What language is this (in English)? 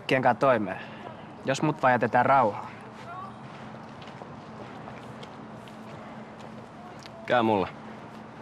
Finnish